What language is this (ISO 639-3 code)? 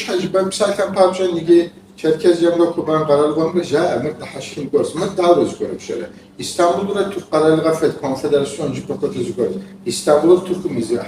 kbd